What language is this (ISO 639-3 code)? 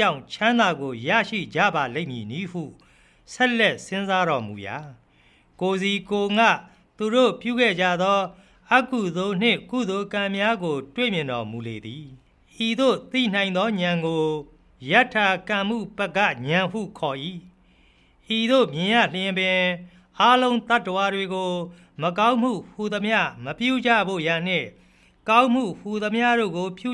mya